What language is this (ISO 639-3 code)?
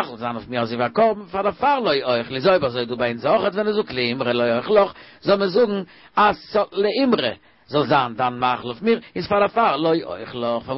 yid